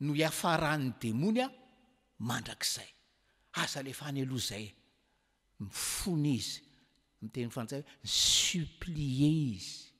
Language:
Malagasy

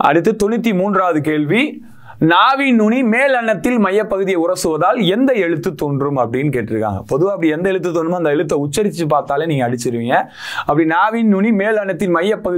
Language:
Tamil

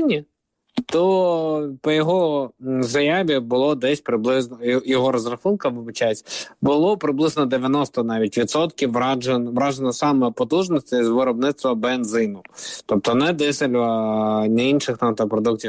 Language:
Ukrainian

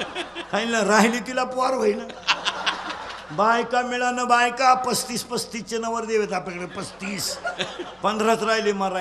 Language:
Marathi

